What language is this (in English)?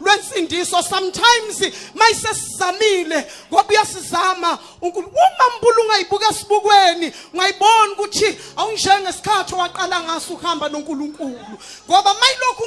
Zulu